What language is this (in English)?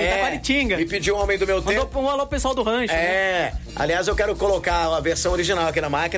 Portuguese